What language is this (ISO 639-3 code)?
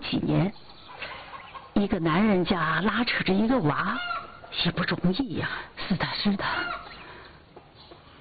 zho